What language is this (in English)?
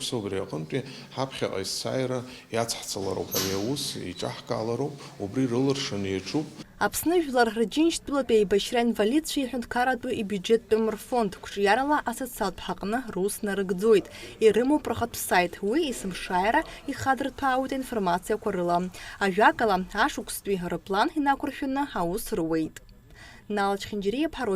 Abkhazian